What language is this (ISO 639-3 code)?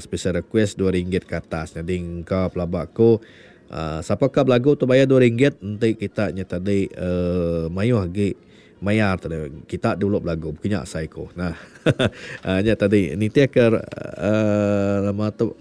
iba